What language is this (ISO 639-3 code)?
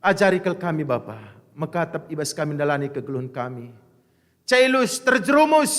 btx